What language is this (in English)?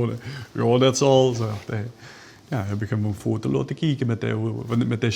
Limburgish